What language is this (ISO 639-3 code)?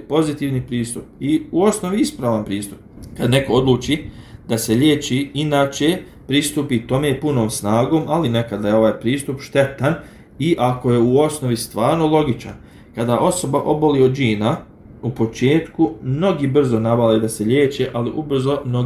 bos